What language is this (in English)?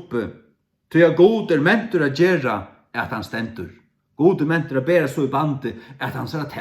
Faroese